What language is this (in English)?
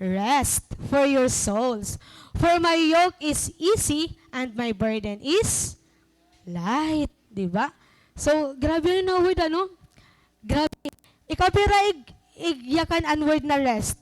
Waray